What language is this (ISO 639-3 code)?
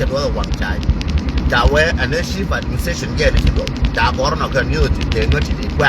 nus